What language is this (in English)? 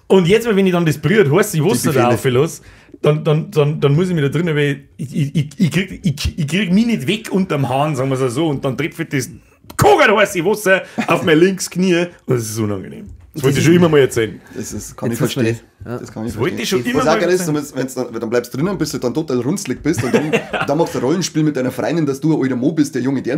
Bavarian